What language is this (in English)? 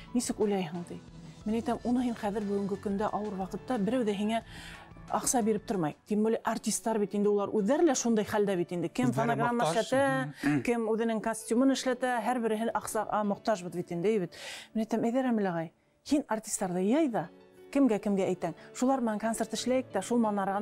Bashkir